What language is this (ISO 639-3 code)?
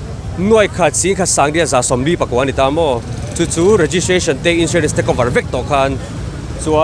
lus